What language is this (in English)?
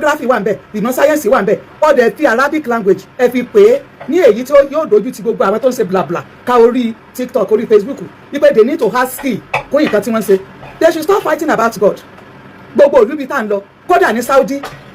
Yoruba